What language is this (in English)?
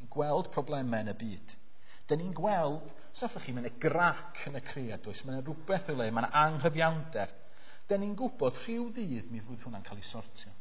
Welsh